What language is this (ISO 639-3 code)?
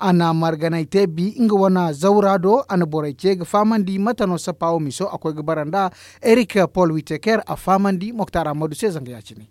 dje